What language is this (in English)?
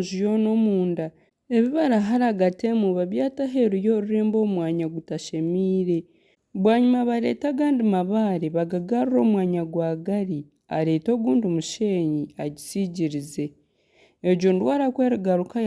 Nyankole